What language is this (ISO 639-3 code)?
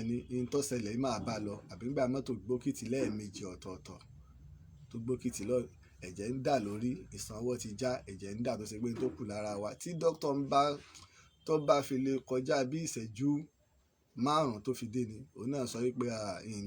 yor